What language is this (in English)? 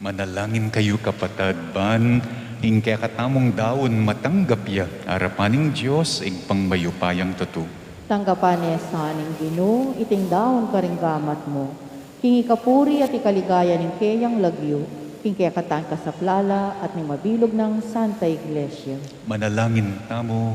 Pampanga